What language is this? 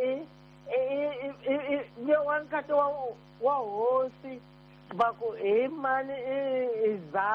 Tsonga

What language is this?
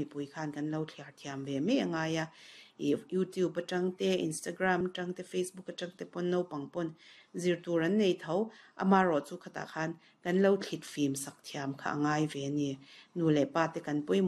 Mizo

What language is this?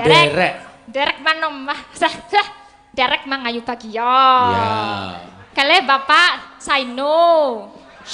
Javanese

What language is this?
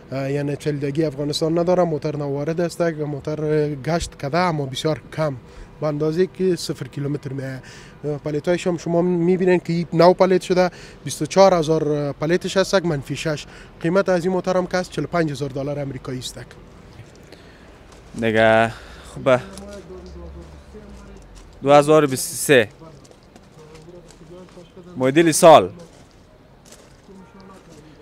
Persian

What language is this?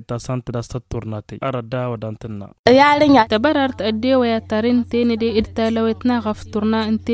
Tamasheq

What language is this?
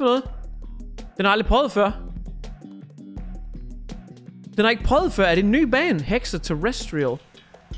Danish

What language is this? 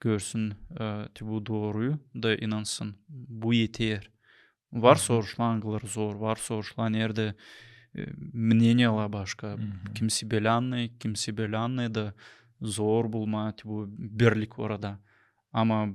Gagauz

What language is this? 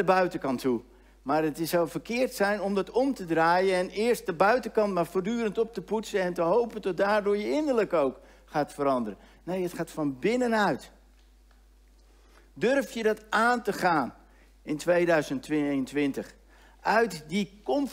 Dutch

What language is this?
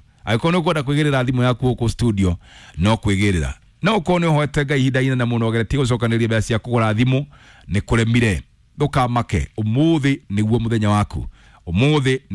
Kikuyu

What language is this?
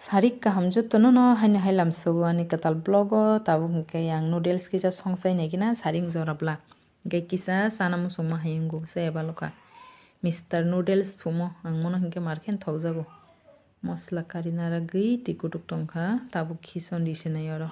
Kok Borok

